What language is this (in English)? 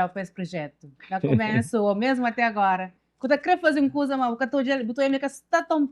Kabuverdianu